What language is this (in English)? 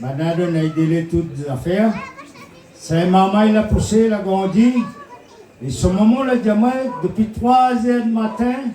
Réunion Creole French